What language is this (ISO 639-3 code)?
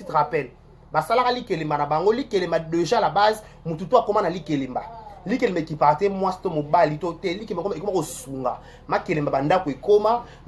lin